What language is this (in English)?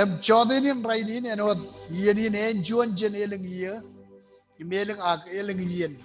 Marshallese